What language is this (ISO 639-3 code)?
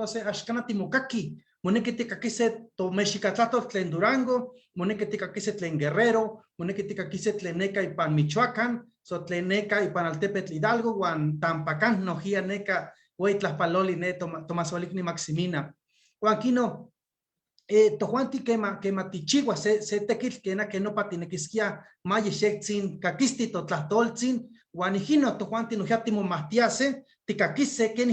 nhe